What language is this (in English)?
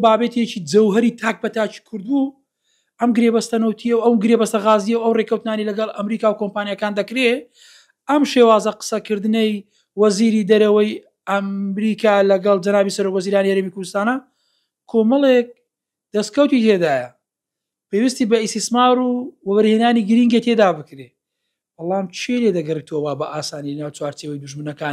Central Kurdish